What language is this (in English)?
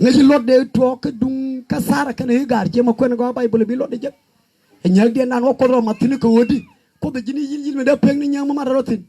Nuer